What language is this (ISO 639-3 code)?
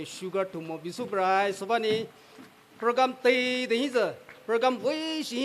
pmx